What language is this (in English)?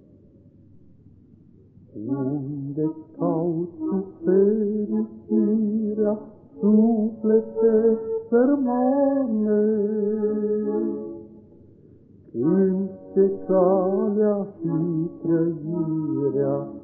Romanian